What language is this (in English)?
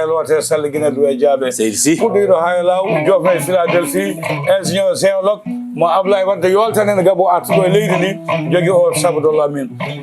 Fula